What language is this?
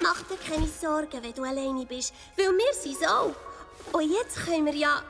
Swiss German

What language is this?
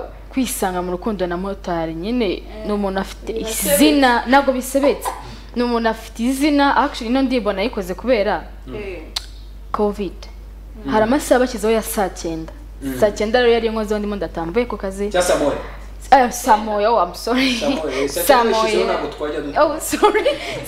Kinyarwanda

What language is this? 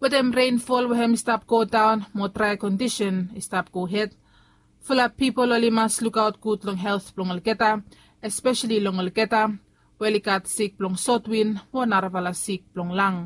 Bislama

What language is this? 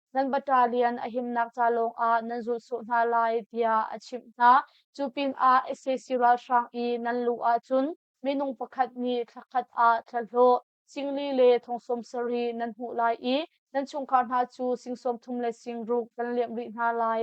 Hakha Chin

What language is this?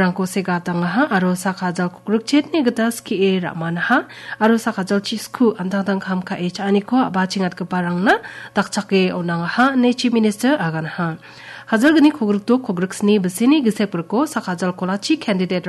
Garo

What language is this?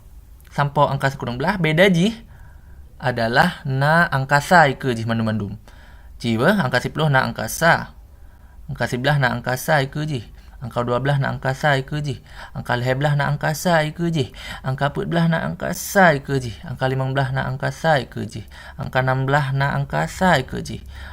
Achinese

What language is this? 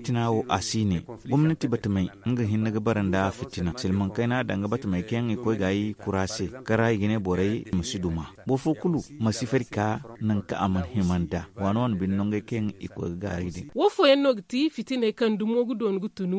Zarma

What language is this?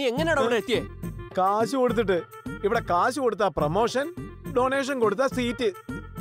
Malayalam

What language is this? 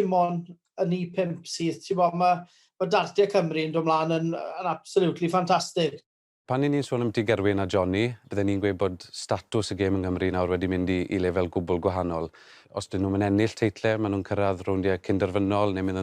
Welsh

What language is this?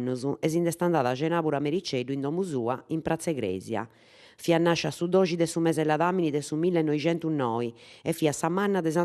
Sardinian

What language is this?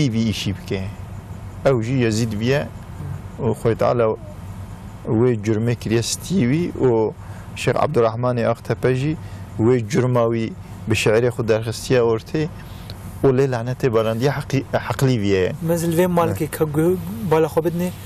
Kurdish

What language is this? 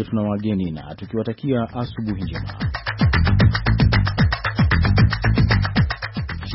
Swahili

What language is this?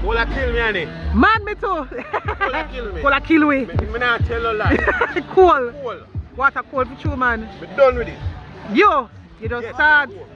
Jamaican Creole English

